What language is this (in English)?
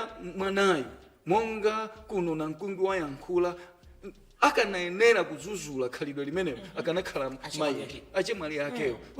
Nyanja